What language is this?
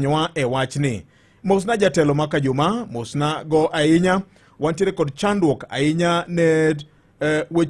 Luo (Kenya and Tanzania)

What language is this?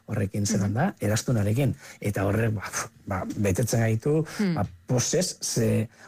Basque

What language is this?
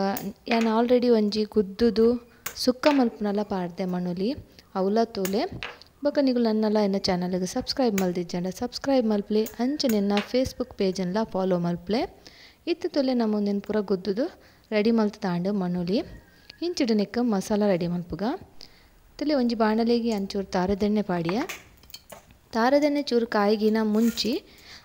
Tulu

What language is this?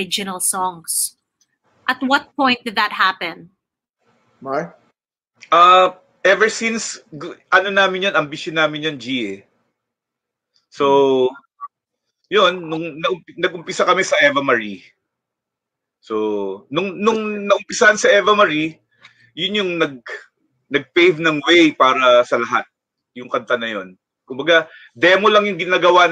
Filipino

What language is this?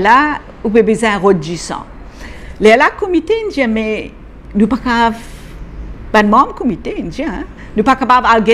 Morisyen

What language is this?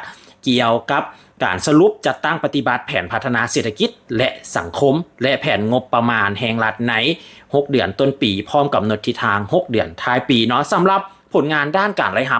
Lao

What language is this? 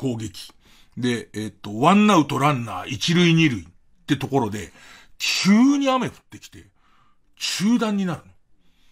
Japanese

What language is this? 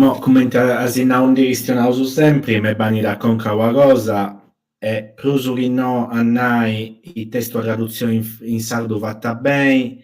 Sardinian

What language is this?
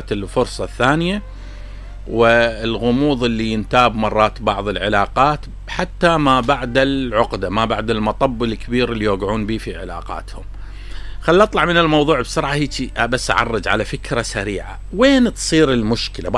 Mesopotamian Arabic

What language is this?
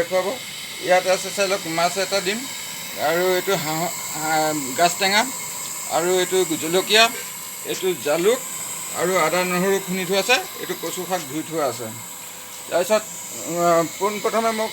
Assamese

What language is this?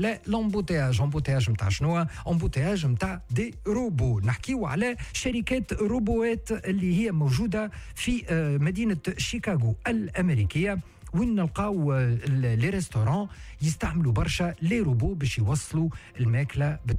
Tunisian Arabic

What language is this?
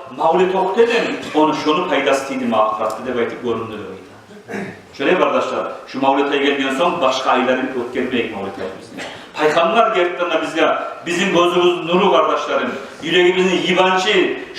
Kumyk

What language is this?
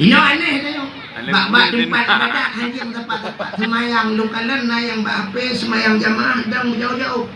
Achinese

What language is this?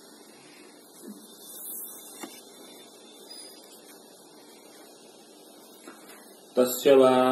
Kannada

